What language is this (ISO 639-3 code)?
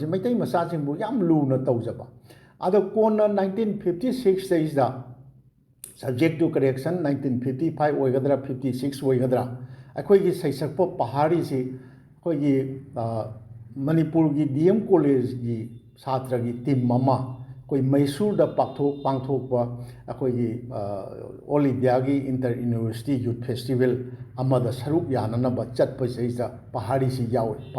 mni